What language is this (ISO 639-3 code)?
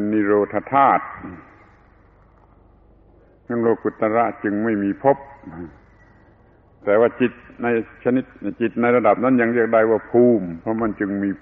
tha